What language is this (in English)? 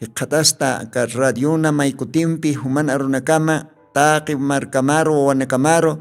Aymara